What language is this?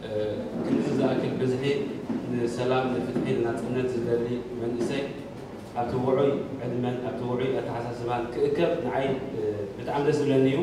Tigrinya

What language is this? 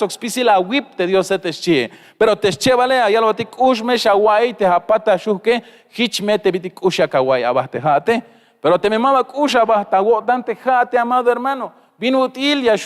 Tzeltal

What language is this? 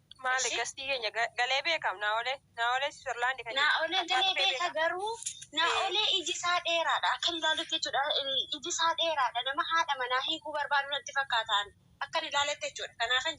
Oromo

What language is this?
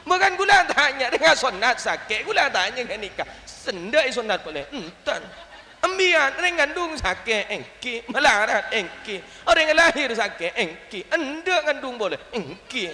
Madurese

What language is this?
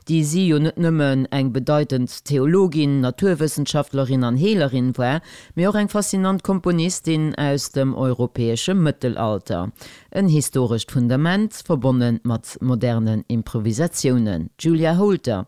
Luxembourgish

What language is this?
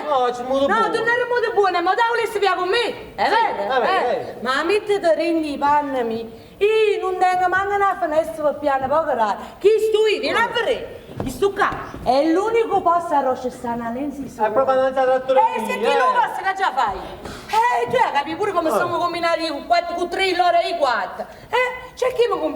Neapolitan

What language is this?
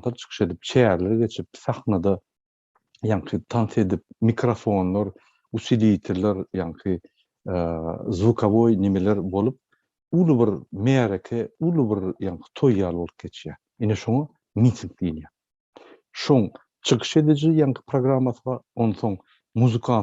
Turkmen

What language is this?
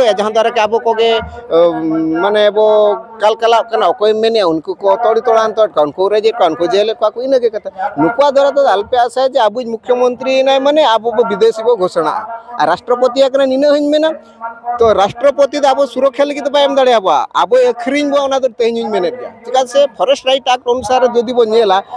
Santali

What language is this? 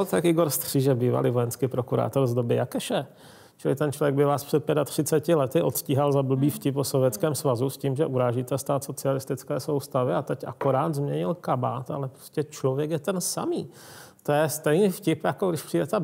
Czech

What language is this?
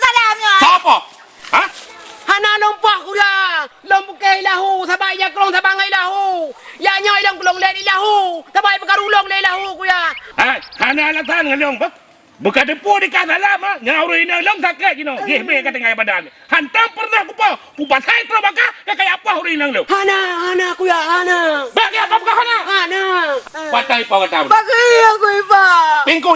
Achinese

